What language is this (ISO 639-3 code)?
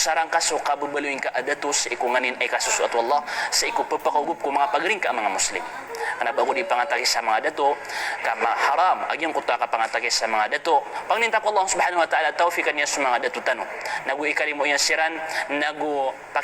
mrw